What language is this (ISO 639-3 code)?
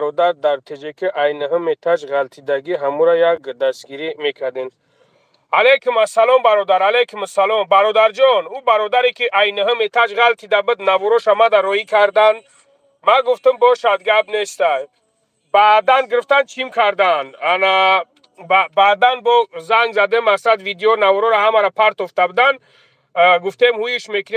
tgk